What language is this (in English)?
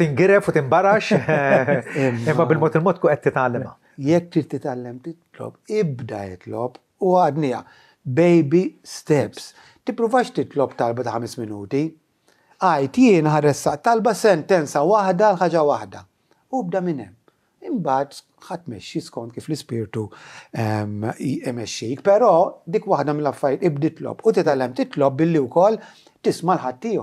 Maltese